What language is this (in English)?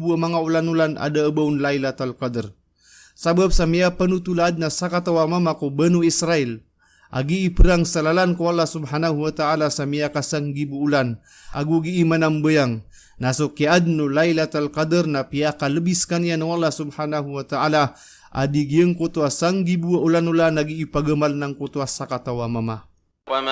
Maranao